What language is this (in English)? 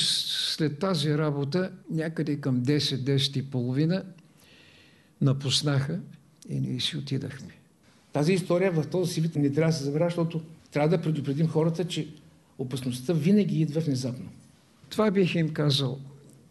Bulgarian